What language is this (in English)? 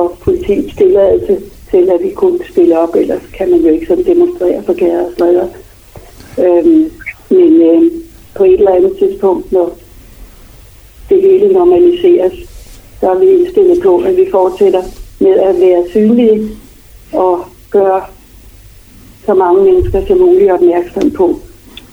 Danish